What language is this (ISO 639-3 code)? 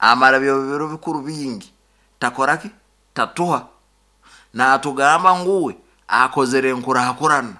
nyo